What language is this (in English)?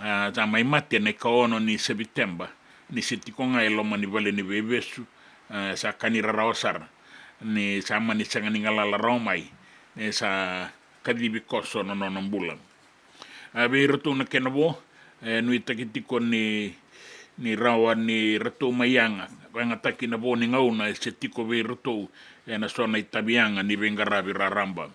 Fijian